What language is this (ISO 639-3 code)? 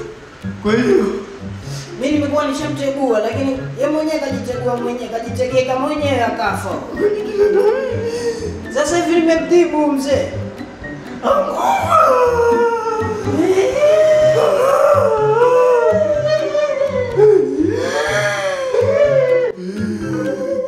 swa